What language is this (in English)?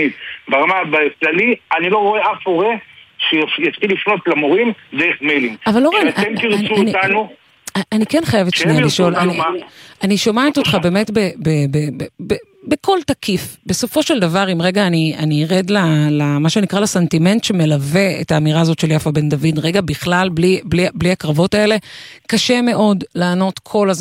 Hebrew